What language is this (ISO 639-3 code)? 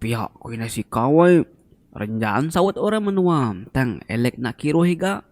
iba